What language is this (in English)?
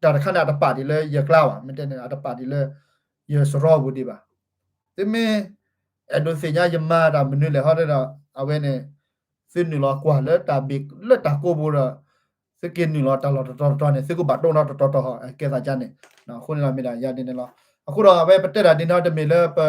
S'gaw Karen